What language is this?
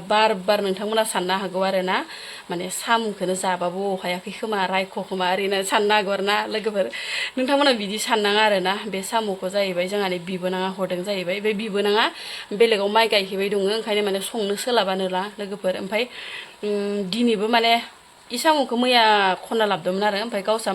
Bodo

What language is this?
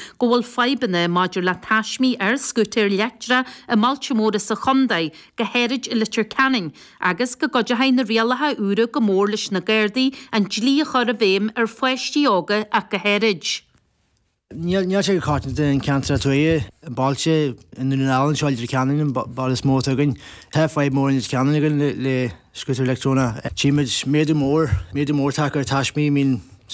Irish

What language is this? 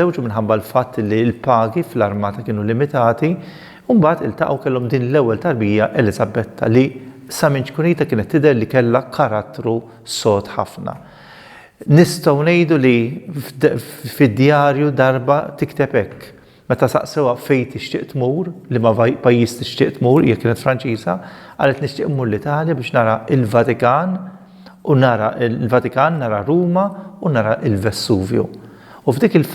Maltese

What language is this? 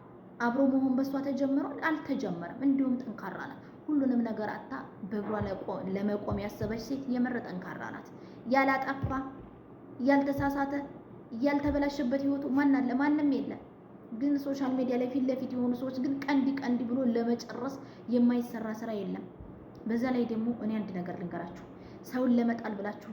Amharic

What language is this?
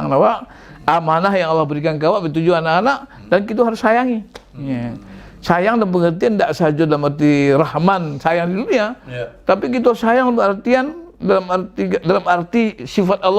Minangkabau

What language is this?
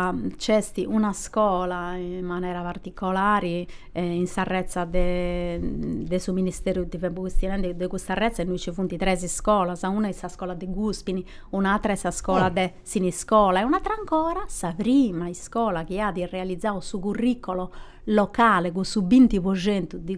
Sardinian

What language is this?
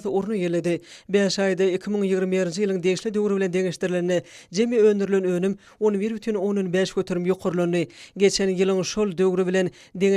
Turkmen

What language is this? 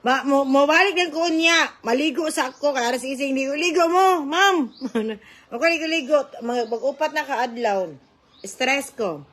Cebuano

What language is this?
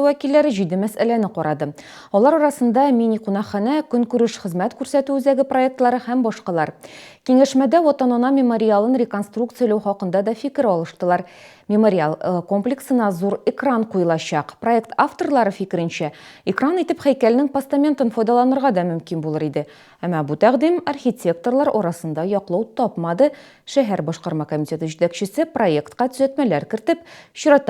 Tatar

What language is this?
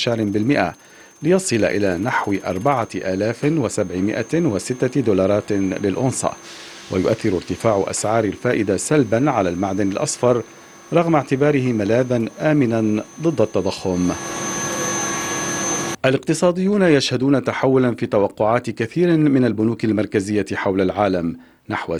Arabic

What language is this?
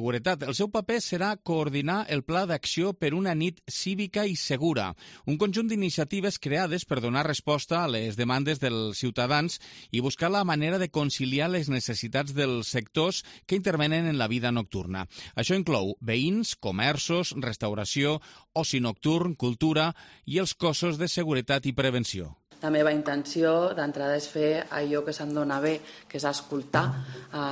Catalan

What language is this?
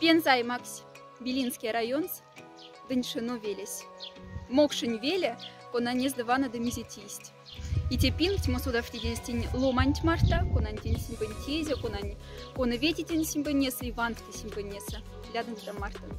Moksha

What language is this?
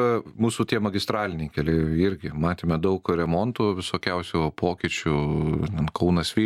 Lithuanian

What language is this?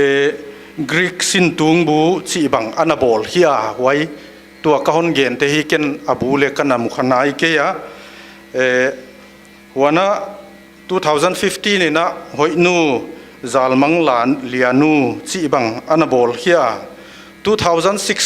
Paite Chin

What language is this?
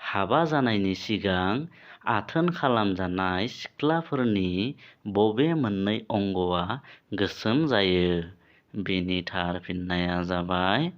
Bodo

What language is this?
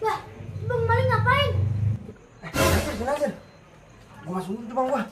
Betawi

